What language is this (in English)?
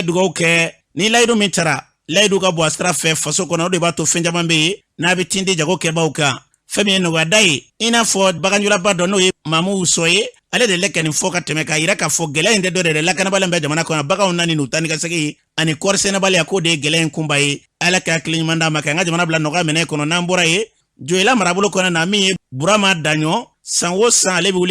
Bambara